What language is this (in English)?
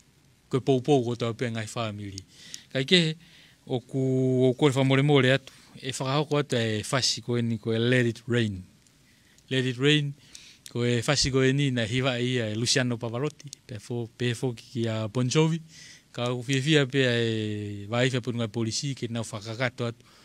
Tongan